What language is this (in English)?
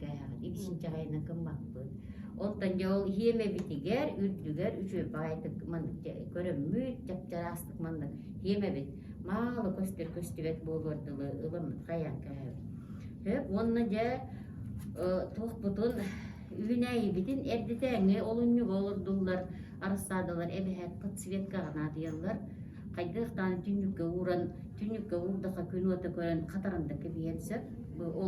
Yakut